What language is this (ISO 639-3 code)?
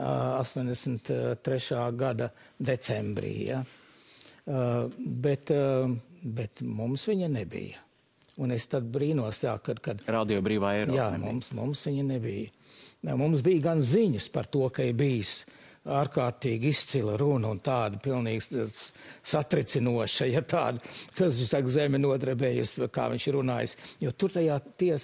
lav